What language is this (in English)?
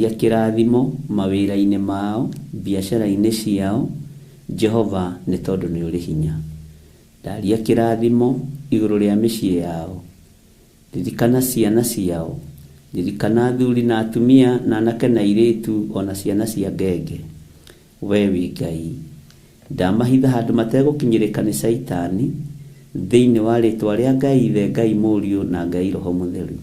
Kikuyu